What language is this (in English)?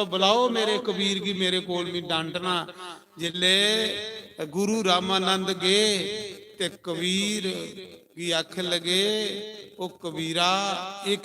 Dogri